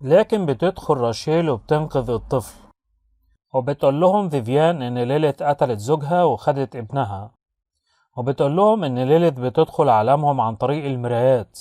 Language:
Egyptian Arabic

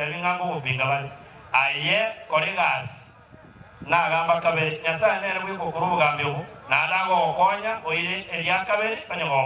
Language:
Gusii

